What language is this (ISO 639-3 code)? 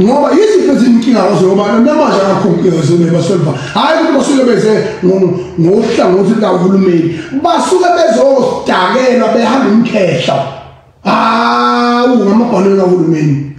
zul